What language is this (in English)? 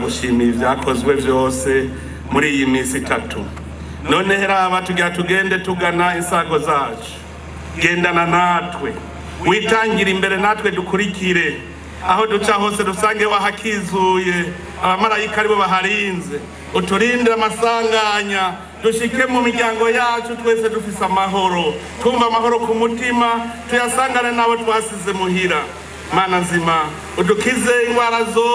Rundi